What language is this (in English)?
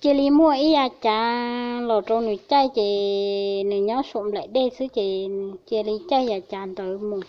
Hmong